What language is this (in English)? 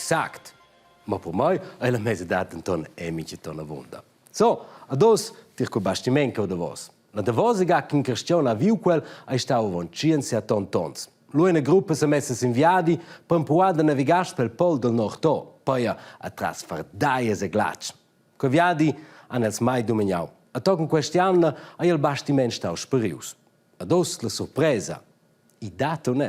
Romansh